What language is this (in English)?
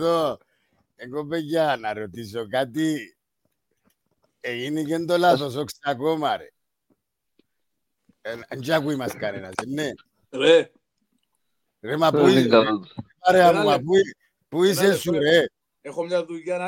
Greek